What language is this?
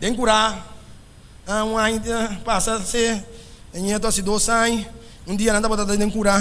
Papiamento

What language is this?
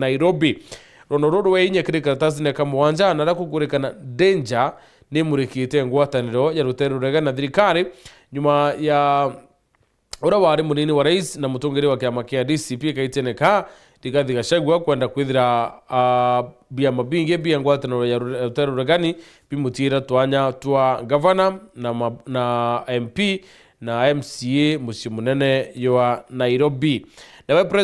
Meru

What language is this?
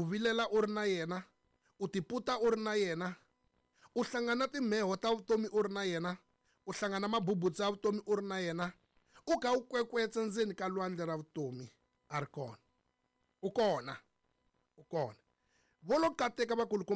Tsonga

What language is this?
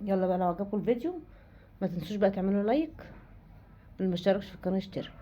Egyptian Arabic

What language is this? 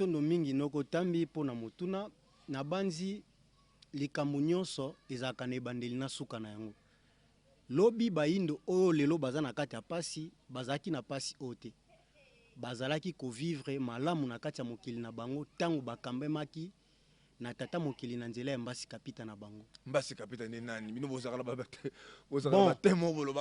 Lingala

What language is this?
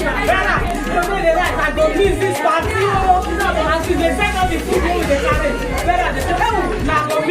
Nigerian Pidgin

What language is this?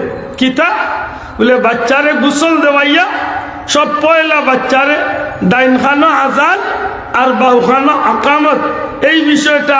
Sylheti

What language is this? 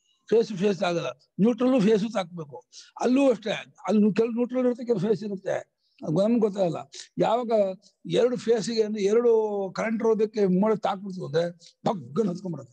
Kannada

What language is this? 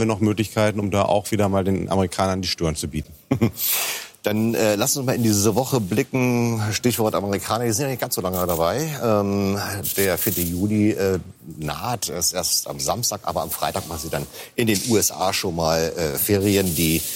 German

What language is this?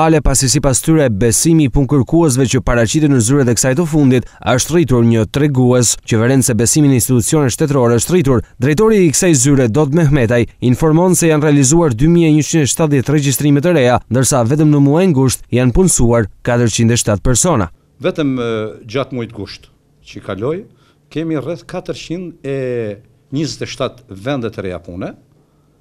Albanian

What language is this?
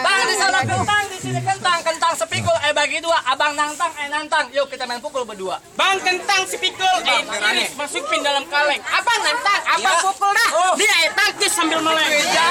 Betawi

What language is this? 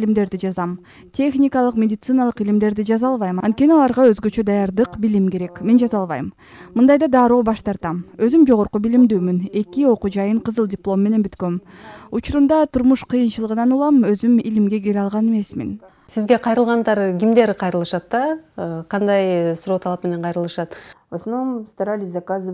Kyrgyz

